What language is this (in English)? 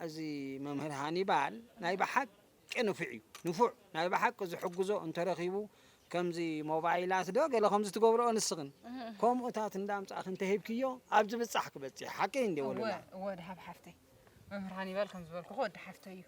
Tigrinya